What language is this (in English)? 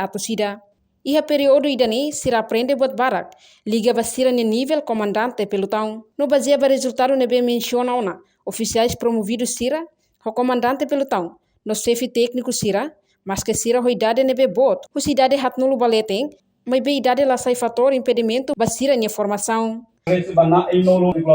Tetum